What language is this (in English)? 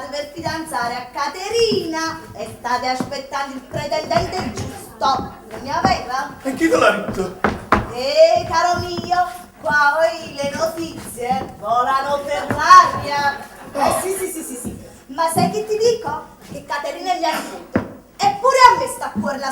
Neapolitan